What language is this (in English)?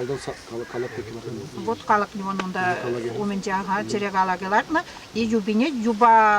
Chuvash